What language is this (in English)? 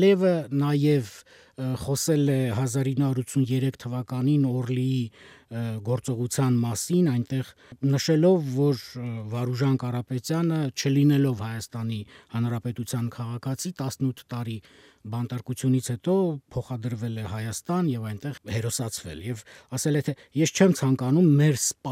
Armenian